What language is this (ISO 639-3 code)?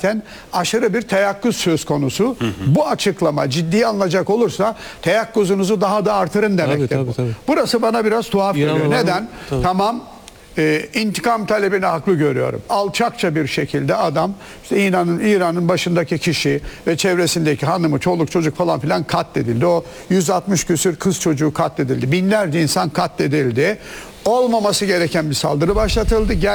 tur